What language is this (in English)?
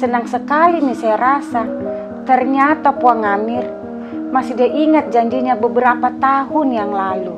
Makassar Malay